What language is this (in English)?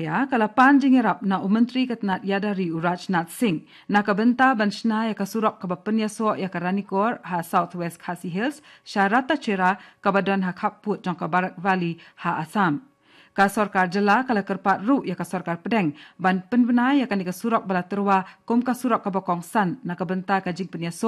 Khasi